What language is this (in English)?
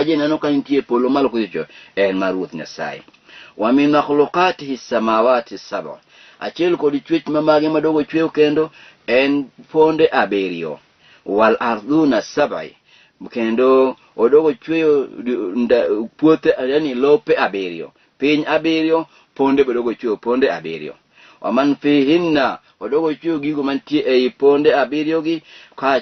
Luo (Kenya and Tanzania)